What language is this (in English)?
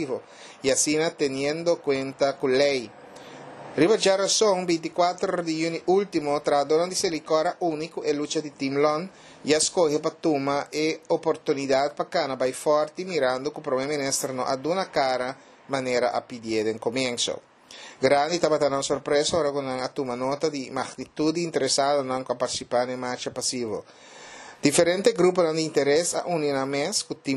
Papiamento